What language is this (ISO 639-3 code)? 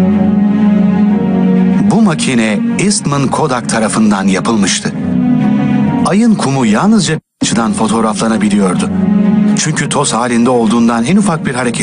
tur